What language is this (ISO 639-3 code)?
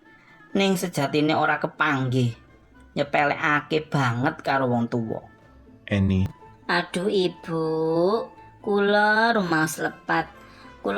jav